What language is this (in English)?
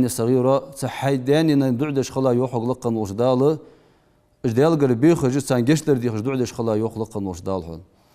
Ingush